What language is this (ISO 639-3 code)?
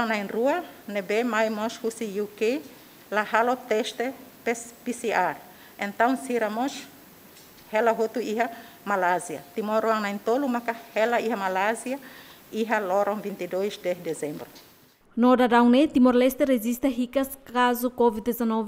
tet